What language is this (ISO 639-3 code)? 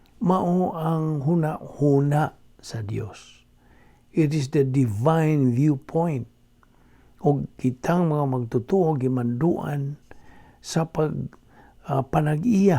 ceb